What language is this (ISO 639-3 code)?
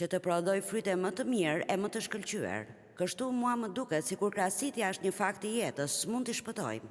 sqi